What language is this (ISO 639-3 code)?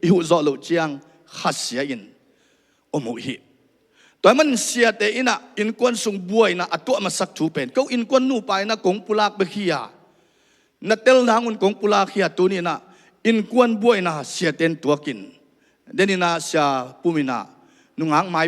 ctd